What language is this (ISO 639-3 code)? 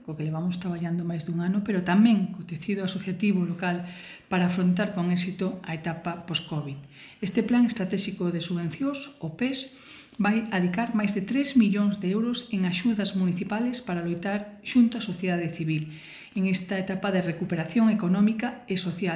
glg